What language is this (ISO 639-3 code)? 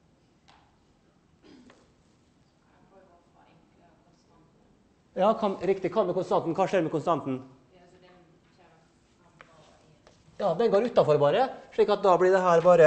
nor